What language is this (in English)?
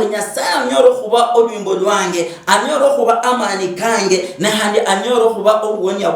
Luyia